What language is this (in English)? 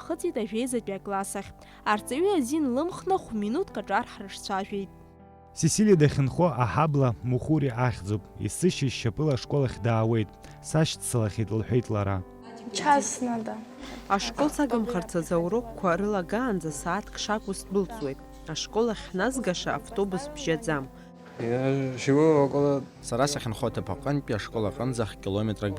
Abkhazian